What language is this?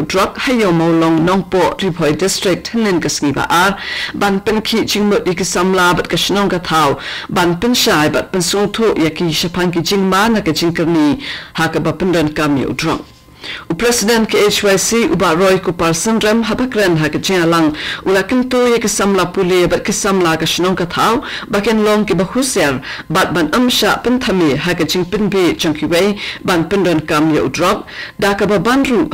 Khasi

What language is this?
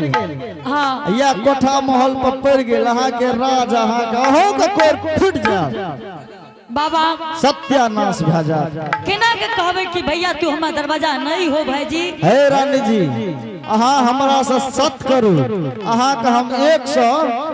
Angika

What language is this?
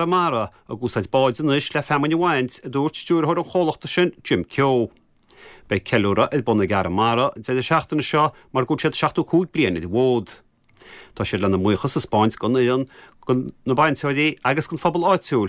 Irish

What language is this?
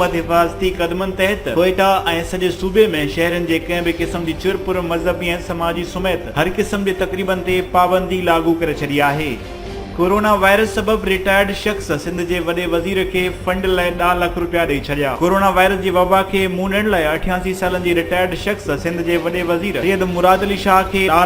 Sindhi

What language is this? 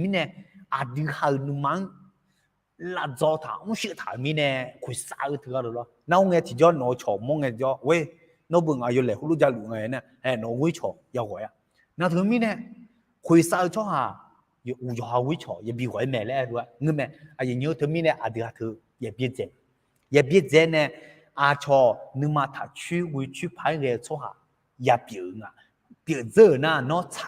Akha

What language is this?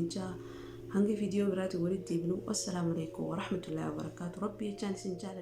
Oromo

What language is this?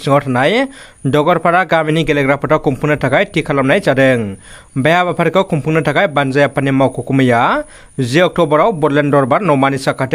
Bodo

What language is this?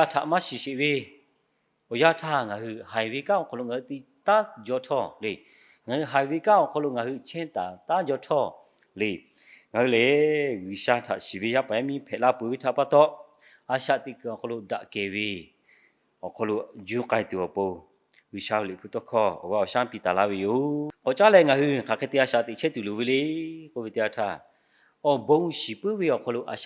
Lahu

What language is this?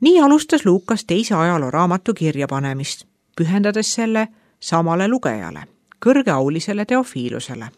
Estonian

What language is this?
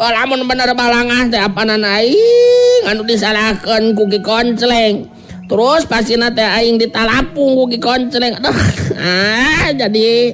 Sundanese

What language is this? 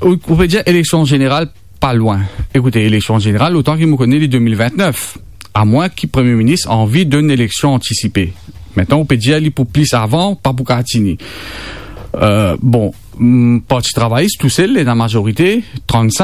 Morisyen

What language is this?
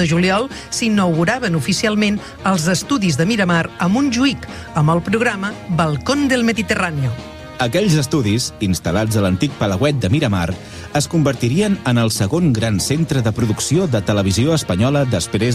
Catalan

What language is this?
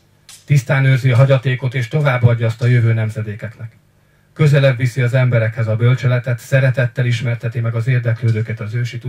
Hungarian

